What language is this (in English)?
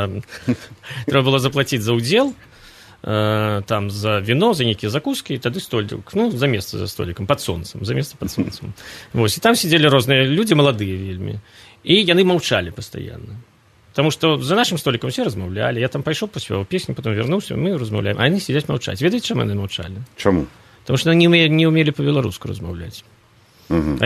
Belarusian